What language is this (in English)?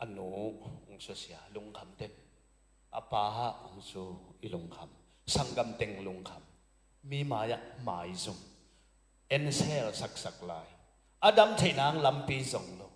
Tedim Chin